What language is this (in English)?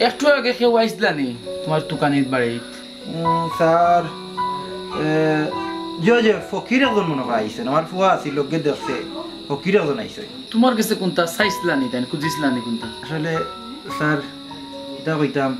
Sylheti